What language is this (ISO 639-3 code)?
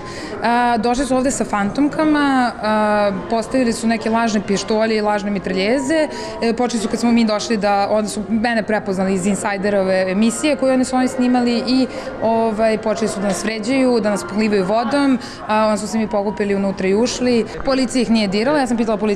srp